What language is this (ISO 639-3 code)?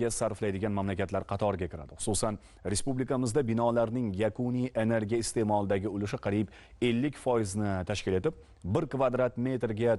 uzb